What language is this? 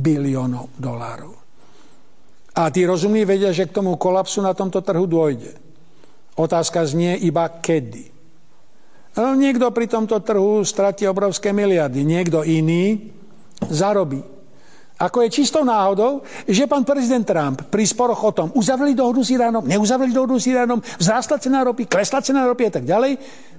Slovak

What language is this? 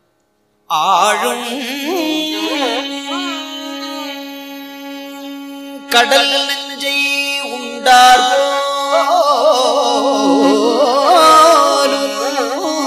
Tamil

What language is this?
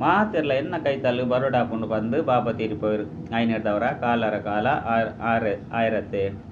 Tulu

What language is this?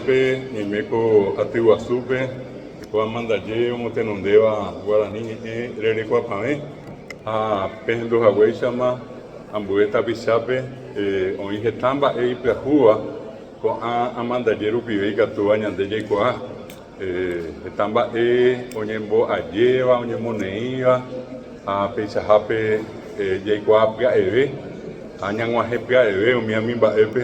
Guarani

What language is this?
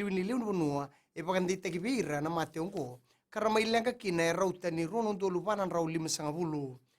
Fijian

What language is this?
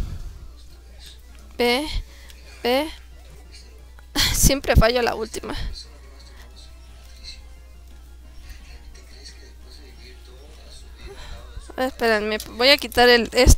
Spanish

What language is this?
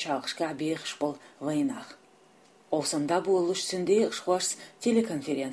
Chechen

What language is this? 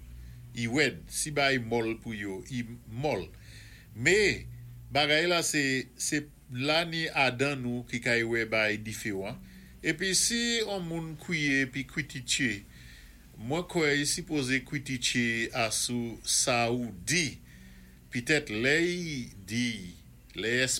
Saint Lucian Creole French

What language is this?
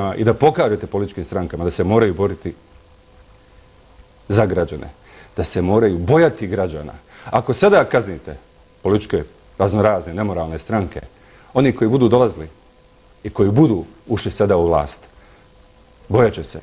Bosnian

